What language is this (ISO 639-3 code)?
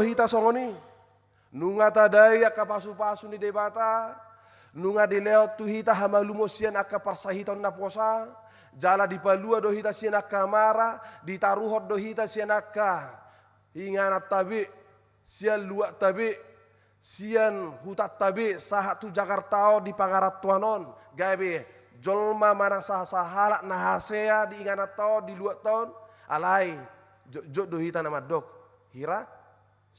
bbc